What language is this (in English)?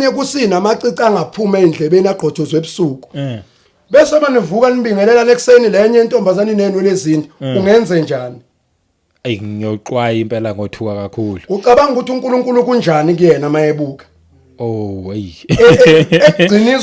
Zulu